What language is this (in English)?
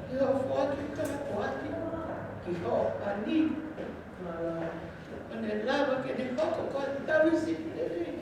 Tongan